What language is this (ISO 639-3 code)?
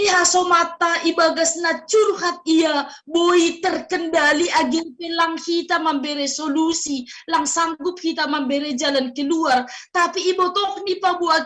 bts